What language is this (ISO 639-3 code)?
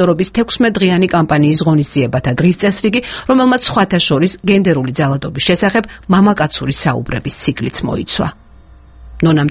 kat